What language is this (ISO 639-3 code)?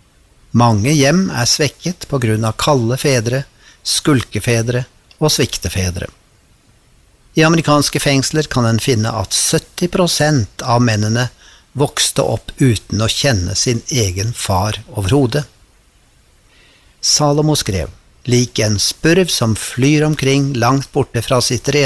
nor